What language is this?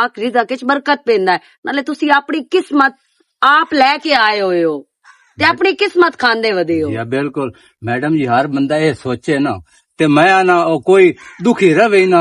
Western Panjabi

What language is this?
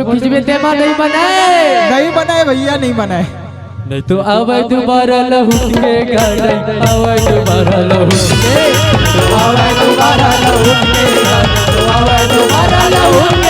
Chhattisgarhi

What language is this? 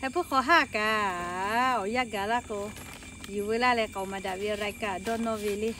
Lahu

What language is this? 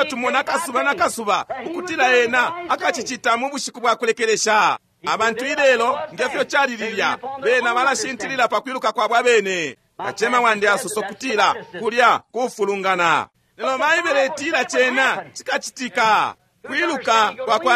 Bemba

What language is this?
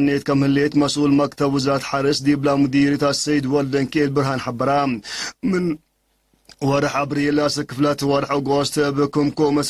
Tigre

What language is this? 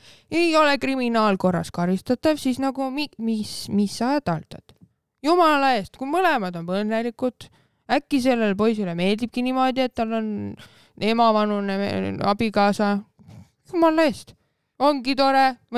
Estonian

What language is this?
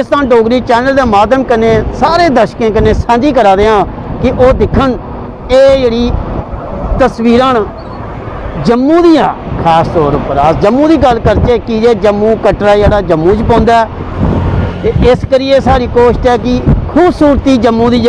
Dogri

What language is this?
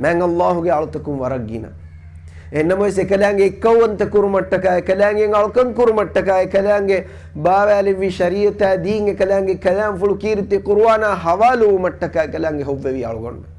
Divehi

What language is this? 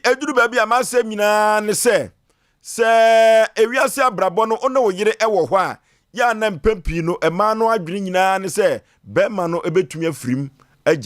Akan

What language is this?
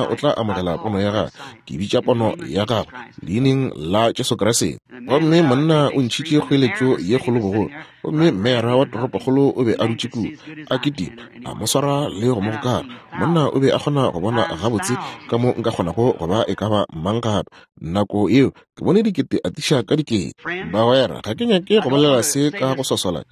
Northern Sotho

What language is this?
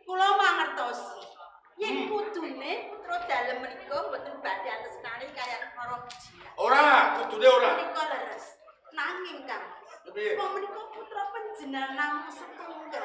Javanese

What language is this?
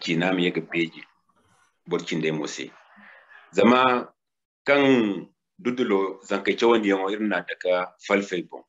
Zarma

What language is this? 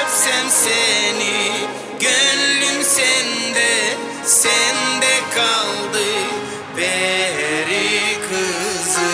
Gagauz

